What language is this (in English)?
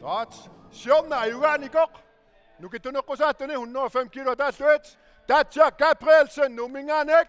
Kalaallisut